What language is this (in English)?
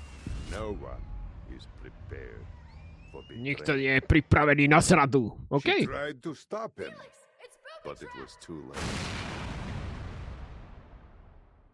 Slovak